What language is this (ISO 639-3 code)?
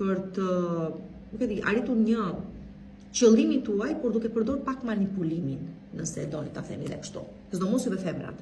sqi